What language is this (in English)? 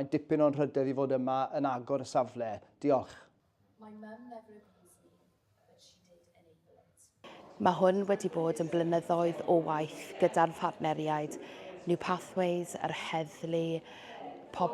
Welsh